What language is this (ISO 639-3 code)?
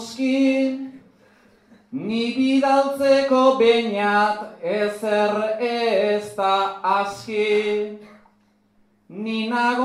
eus